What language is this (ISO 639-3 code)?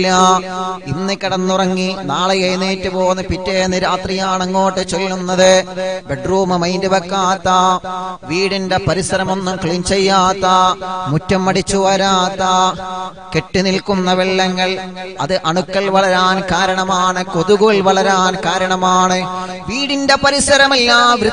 mal